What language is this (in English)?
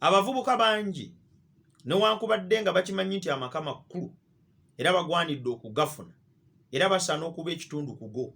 Ganda